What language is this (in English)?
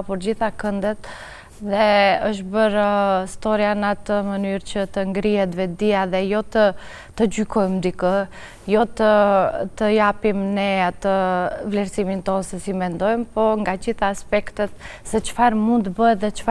Albanian